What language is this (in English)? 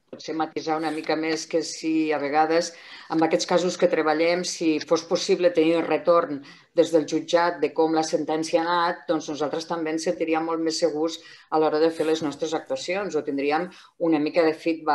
Catalan